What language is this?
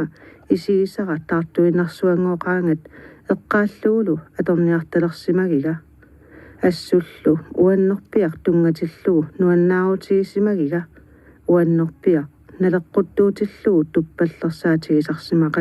Kalaallisut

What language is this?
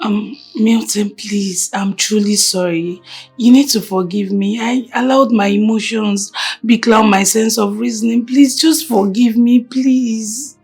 Nigerian Pidgin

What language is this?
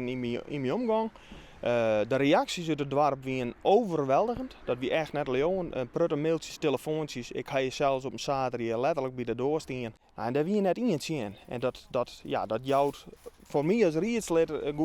Western Frisian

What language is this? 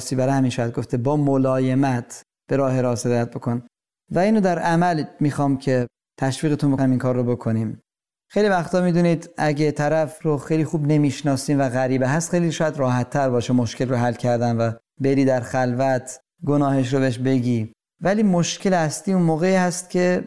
Persian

